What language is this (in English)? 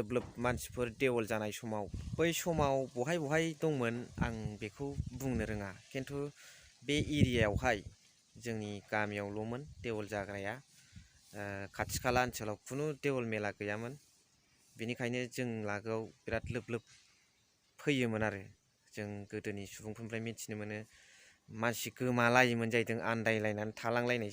Bodo